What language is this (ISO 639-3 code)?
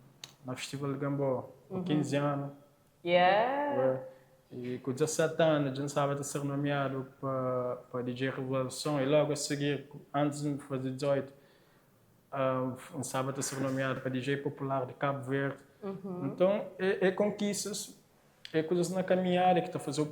kea